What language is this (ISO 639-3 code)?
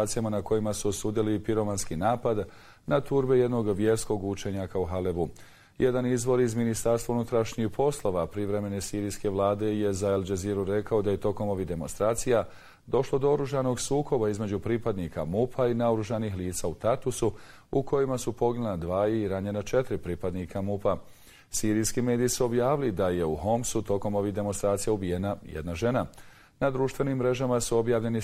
bos